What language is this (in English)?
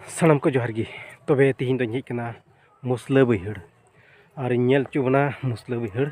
Santali